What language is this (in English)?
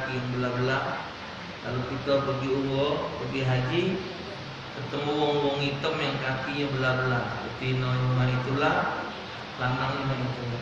Musi